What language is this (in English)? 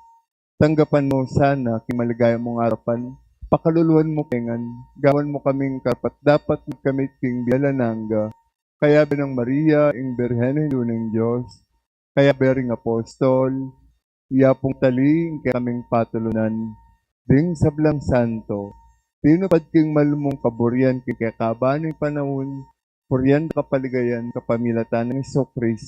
Pampanga